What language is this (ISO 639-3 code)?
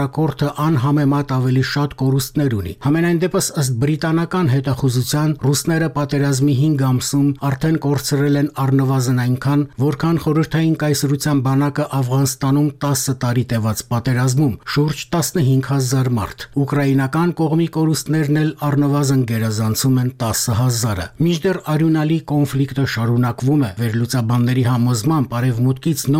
hye